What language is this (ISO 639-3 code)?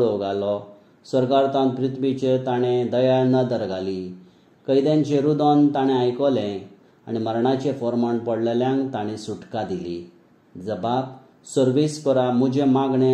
kok